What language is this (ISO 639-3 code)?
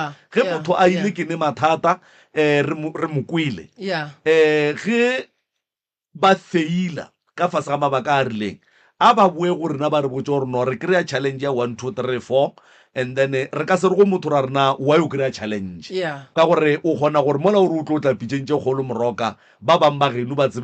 nso